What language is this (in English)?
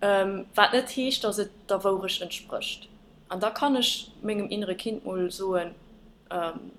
Luxembourgish